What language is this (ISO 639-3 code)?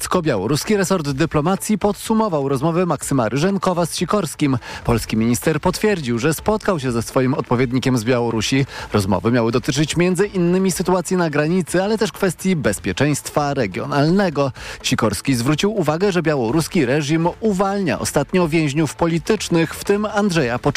pol